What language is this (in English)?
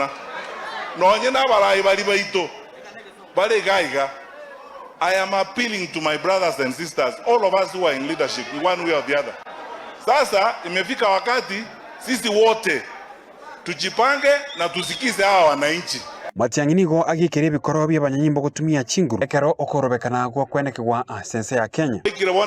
Gusii